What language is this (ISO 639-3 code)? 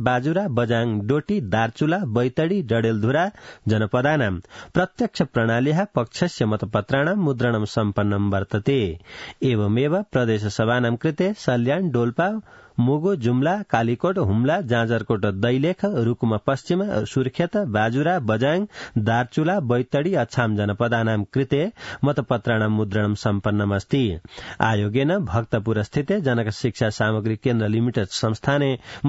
san